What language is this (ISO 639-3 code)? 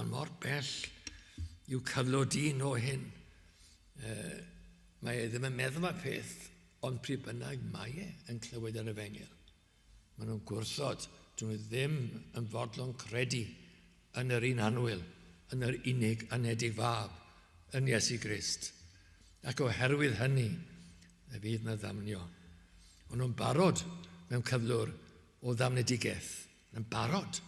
cym